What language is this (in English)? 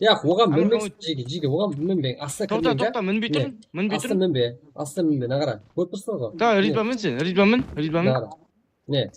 Kara-Kalpak